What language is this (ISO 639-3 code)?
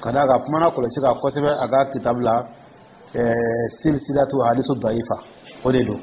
dyu